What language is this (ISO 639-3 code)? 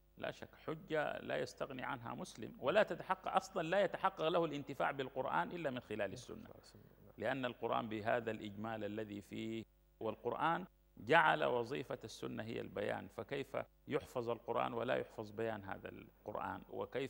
ara